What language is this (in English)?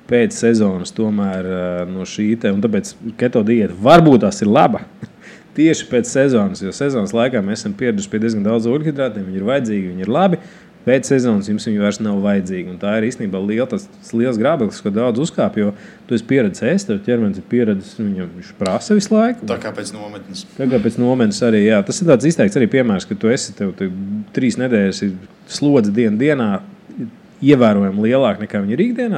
Latvian